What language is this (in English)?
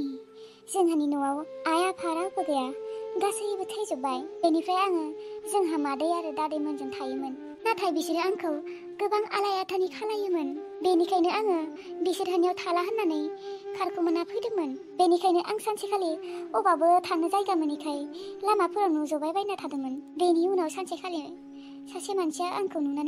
Bodo